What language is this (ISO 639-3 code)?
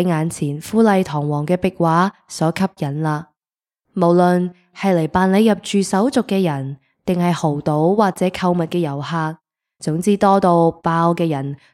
yue